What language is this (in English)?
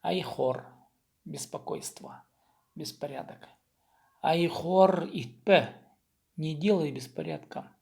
Khakas